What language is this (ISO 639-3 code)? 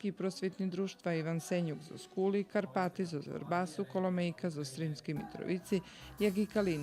rue